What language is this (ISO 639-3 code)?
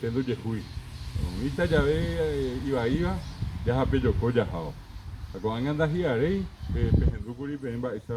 grn